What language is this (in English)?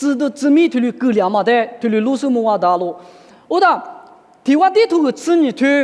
Lisu